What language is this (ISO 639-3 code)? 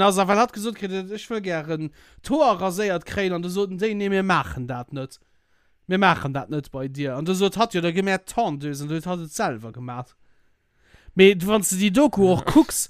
ltz